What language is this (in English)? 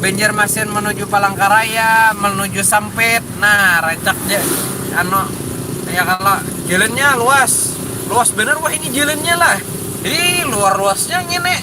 Banjar